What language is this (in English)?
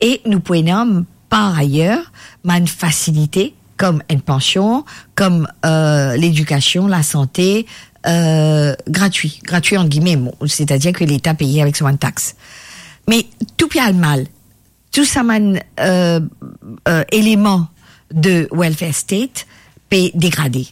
Morisyen